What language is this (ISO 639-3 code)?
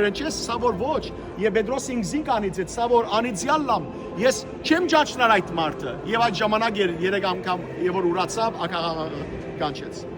hyw